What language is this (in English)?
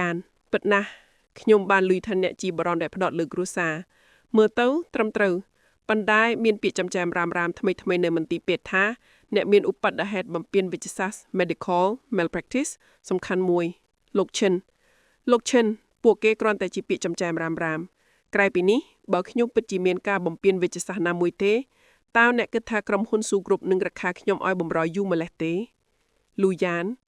Khmer